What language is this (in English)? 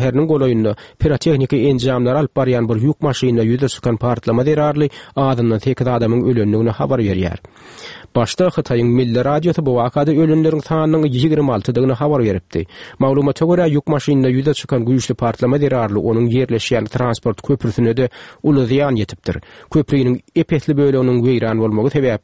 Turkmen